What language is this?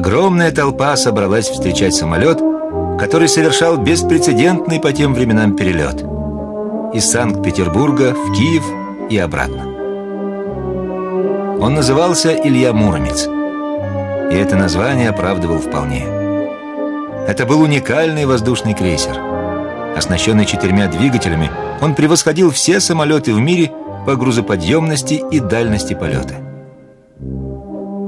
Russian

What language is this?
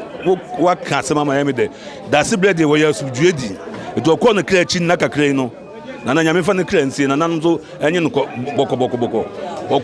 Akan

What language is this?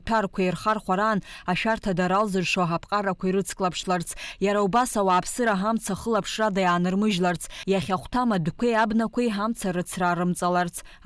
Abkhazian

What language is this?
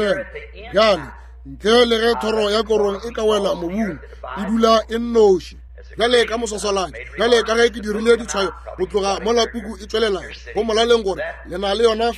Northern Sotho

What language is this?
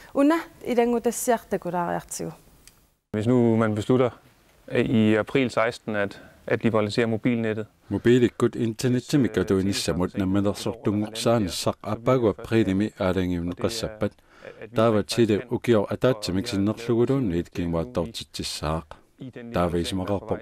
Kalaallisut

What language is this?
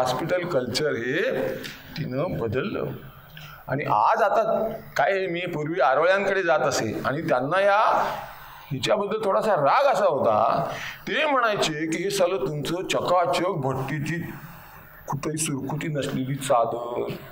Marathi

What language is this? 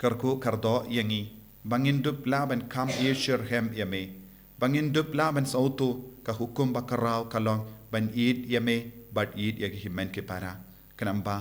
Khasi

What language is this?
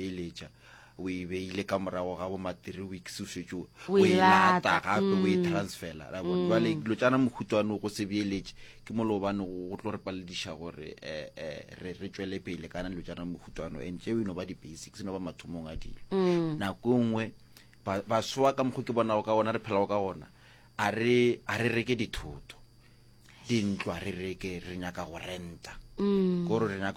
Northern Sotho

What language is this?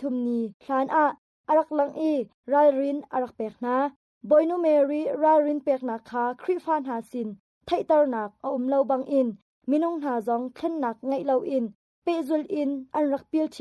Hakha Chin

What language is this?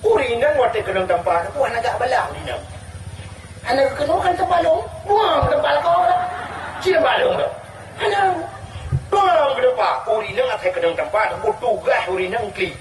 Achinese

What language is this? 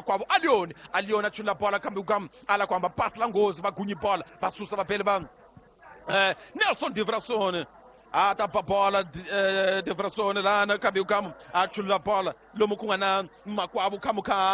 Tsonga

